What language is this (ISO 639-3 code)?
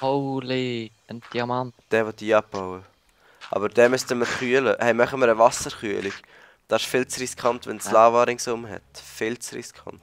gsw